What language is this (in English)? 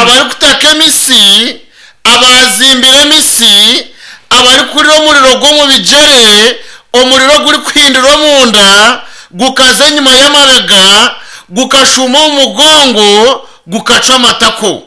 Nyankole